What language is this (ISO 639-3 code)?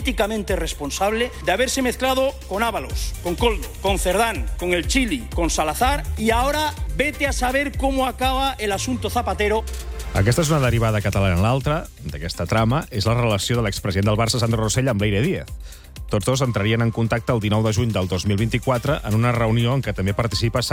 cat